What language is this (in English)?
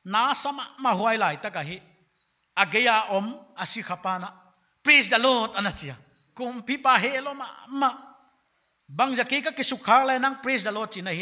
Paite Chin